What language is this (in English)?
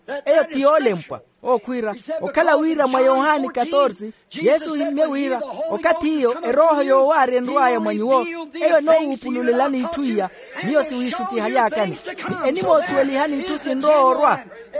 Makhuwa